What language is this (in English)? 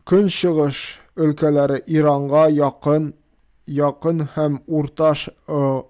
Tatar